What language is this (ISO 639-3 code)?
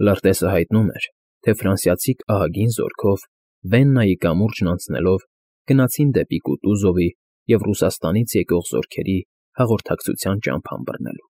hye